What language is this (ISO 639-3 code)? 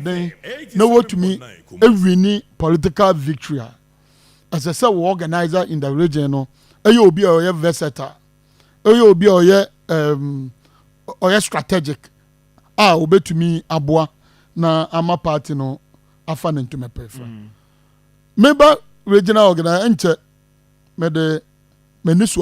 aka